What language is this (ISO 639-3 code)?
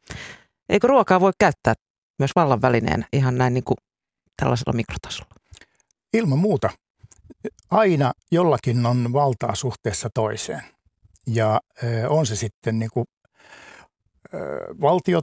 fin